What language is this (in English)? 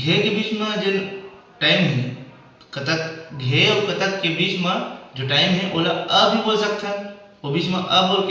Chhattisgarhi